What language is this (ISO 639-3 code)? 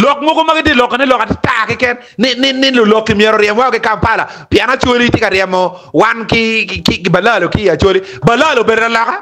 ach